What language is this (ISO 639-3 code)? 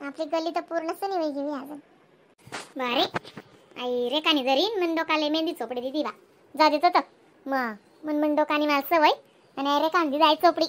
khn